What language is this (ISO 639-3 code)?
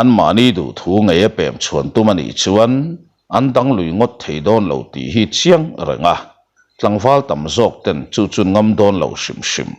lus